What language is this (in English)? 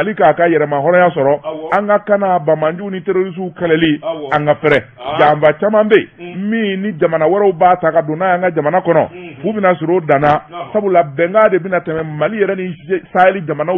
Bambara